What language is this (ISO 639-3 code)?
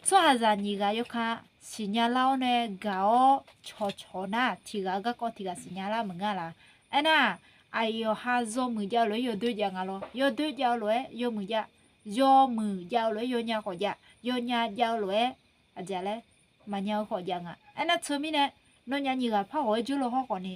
ahk